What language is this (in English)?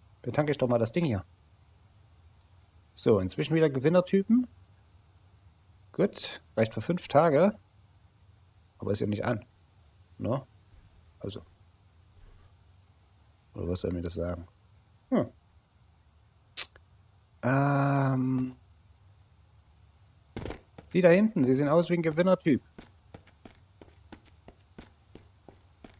German